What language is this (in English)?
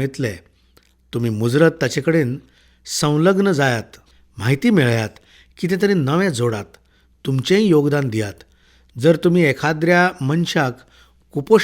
Konkani